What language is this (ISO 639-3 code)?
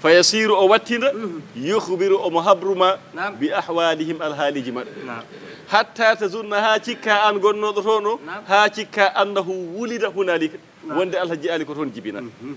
ful